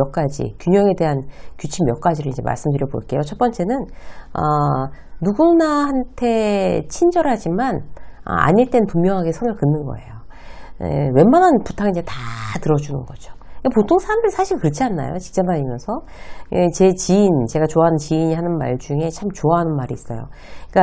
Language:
Korean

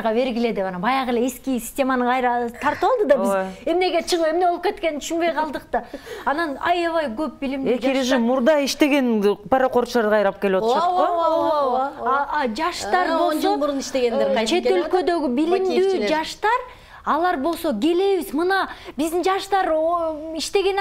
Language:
Kyrgyz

